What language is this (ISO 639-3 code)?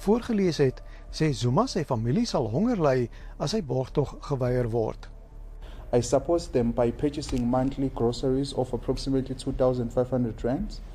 afr